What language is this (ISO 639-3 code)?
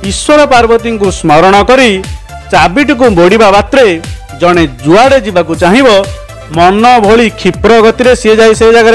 ori